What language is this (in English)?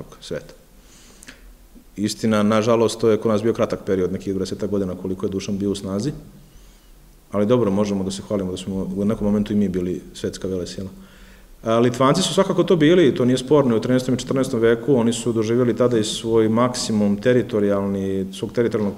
Serbian